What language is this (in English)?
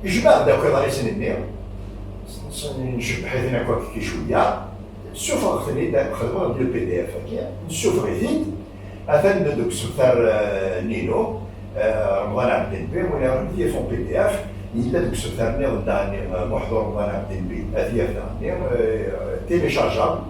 Kabyle